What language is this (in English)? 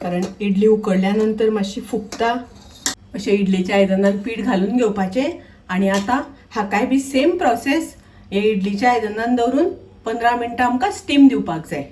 Konkani